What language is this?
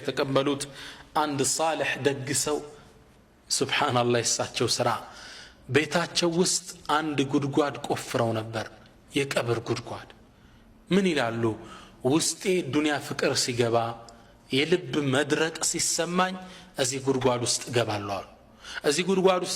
Amharic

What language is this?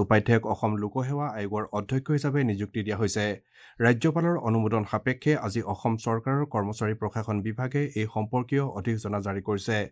Assamese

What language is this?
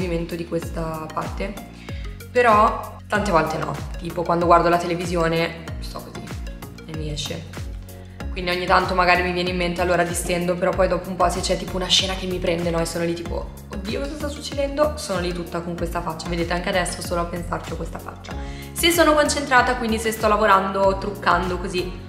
Italian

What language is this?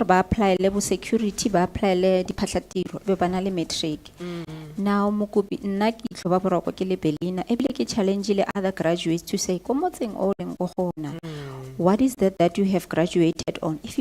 Tswana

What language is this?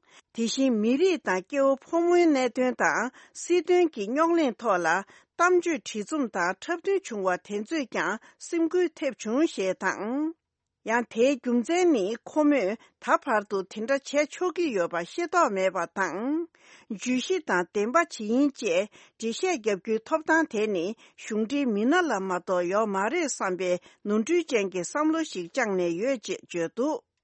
Tibetan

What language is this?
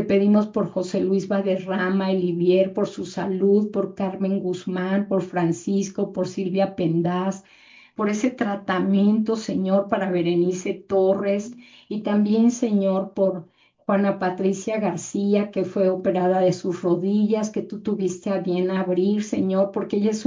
Spanish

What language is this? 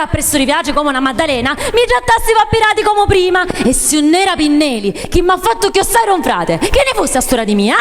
Sicilian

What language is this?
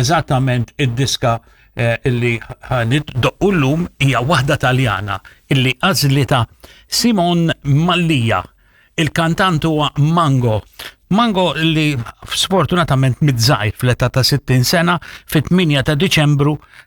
Maltese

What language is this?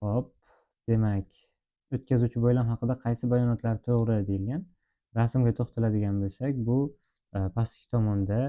Uzbek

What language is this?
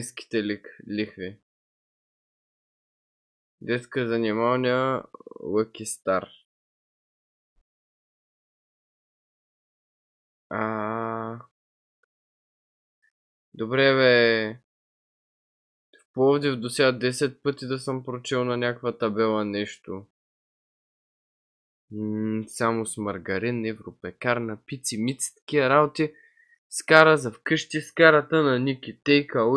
Bulgarian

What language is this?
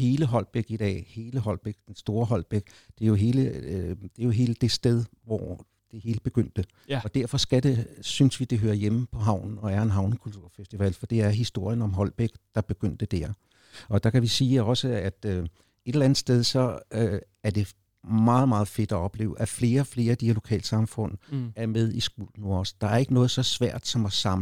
Danish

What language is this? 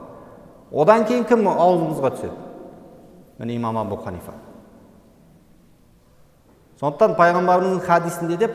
Kazakh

